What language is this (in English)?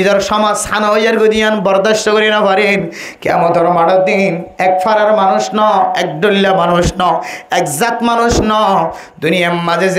Rohingya